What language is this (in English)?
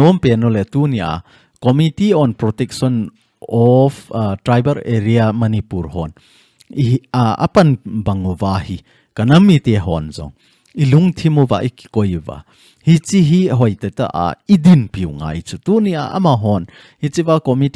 Thado Chin